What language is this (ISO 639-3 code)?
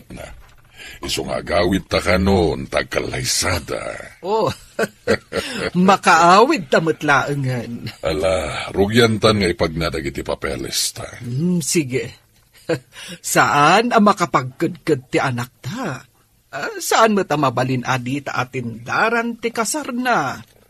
ilo